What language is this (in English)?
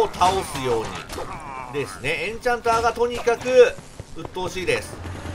Japanese